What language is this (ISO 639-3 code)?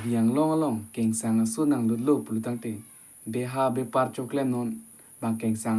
mjw